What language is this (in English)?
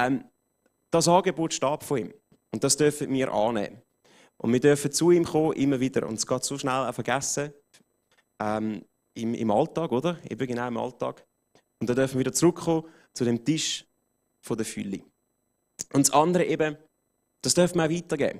Swiss German